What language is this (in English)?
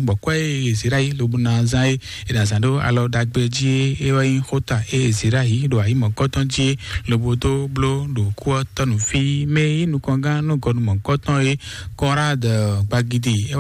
Fon